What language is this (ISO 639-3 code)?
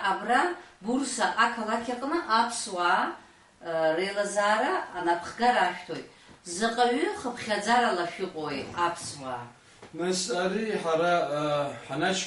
abk